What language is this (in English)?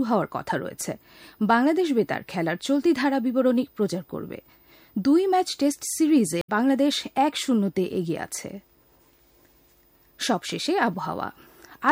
Bangla